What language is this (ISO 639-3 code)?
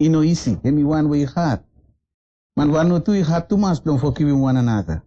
bis